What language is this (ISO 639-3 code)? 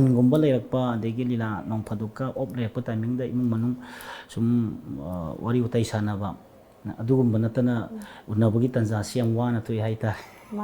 mni